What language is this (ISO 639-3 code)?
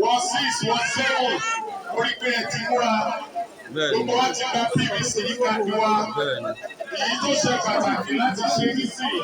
yor